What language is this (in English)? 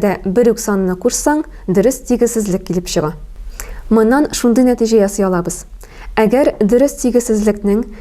Tatar